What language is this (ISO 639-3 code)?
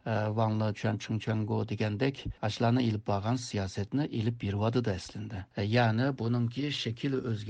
uig